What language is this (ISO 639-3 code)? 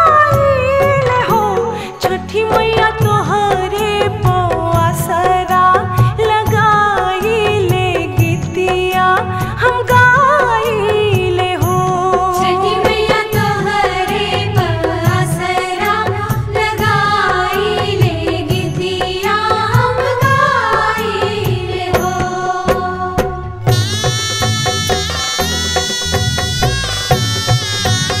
bho